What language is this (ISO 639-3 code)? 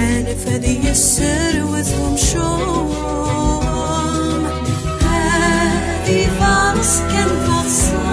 kab